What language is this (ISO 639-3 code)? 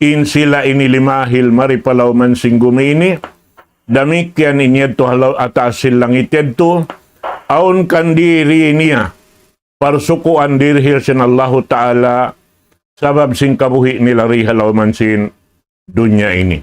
tsg